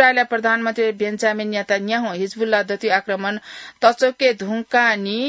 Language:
Newari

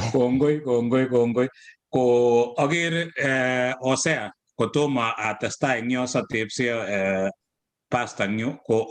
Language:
Kalenjin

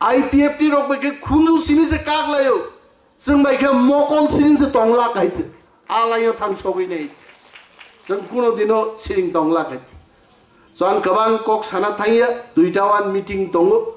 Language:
Kok Borok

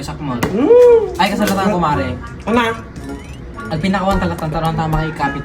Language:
Iloko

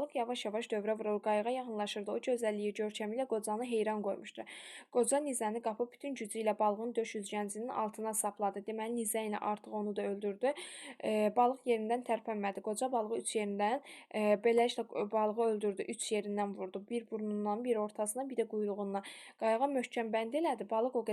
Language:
Azerbaijani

